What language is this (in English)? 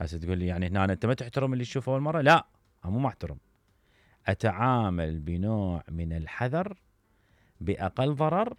Mesopotamian Arabic